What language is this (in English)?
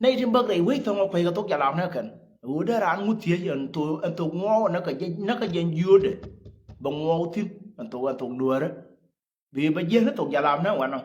Nuer